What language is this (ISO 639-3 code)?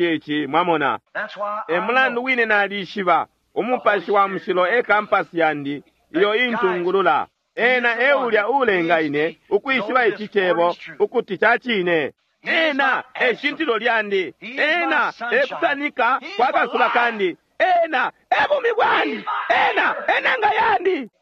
bem